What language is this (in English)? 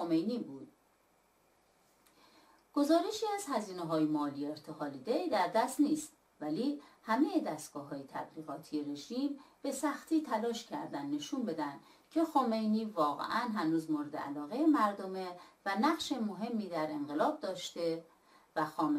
Persian